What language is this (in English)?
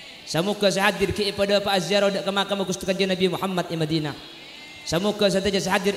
Madurese